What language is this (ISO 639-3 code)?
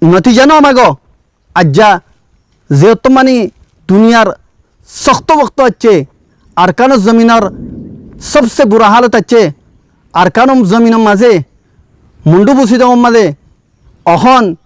rhg